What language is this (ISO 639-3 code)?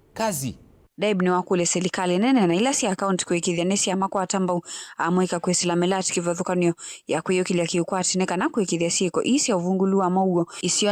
kam